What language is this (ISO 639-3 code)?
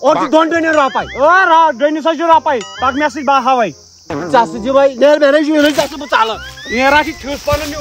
kas